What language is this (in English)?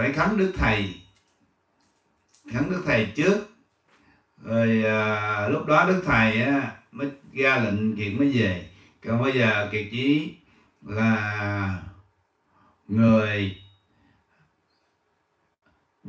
Vietnamese